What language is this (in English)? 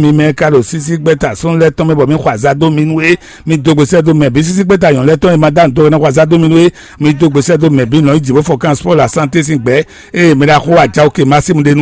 Fon